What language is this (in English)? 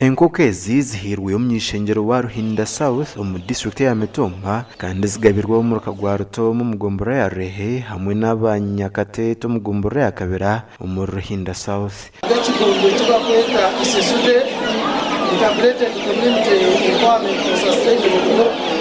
Nyankole